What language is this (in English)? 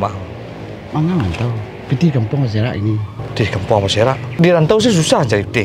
Minangkabau